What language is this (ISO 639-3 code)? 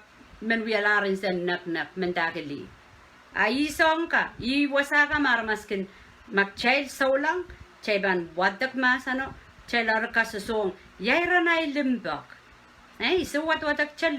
pon